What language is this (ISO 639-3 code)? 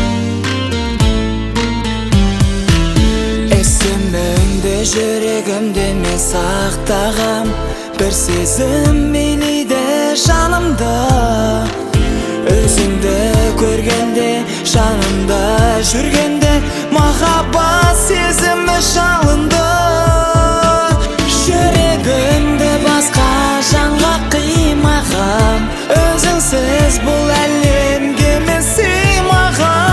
kaz